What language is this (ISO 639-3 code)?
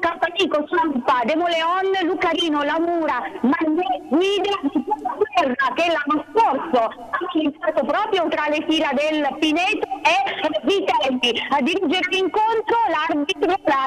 ita